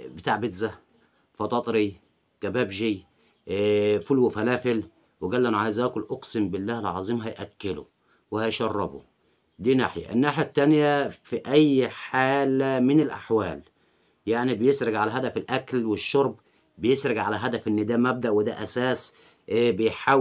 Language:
Egyptian Arabic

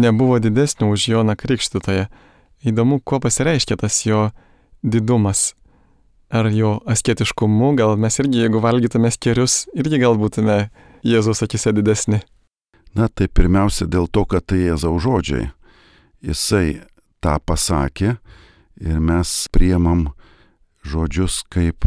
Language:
Lithuanian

